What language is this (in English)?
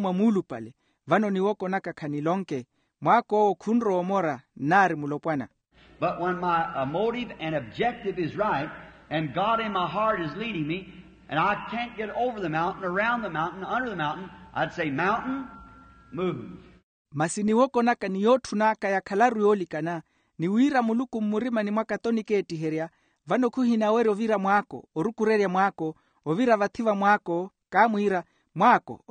Makhuwa